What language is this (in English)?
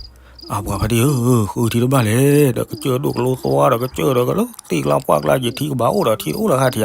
S'gaw Karen